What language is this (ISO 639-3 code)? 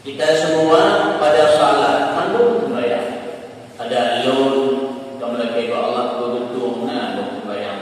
ace